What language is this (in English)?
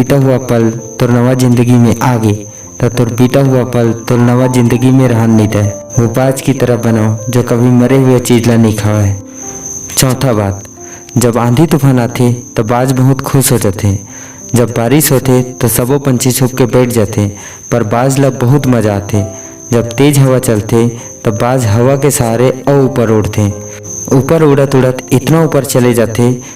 Chhattisgarhi